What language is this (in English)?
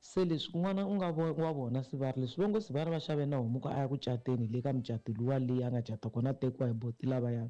Tsonga